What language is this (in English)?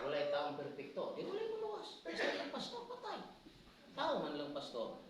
Cebuano